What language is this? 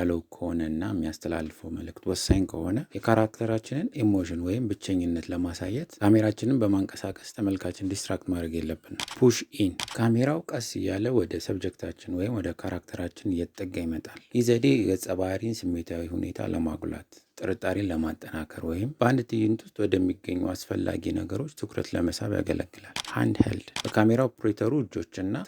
Amharic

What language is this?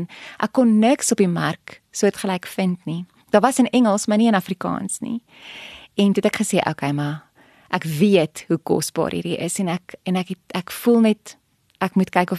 Afrikaans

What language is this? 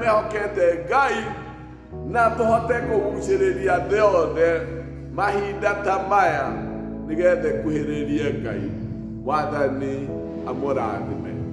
Kikuyu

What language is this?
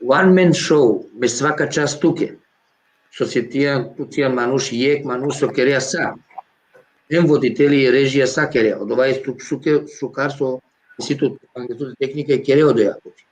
Balkan Romani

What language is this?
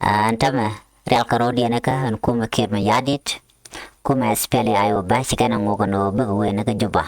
Nuer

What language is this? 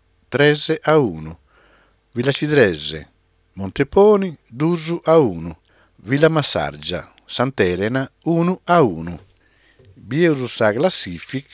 Sardinian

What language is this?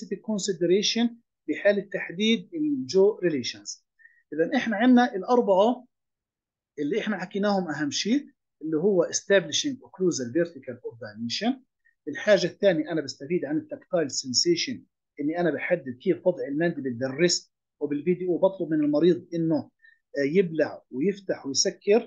South Levantine Arabic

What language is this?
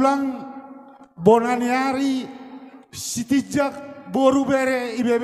Batak Toba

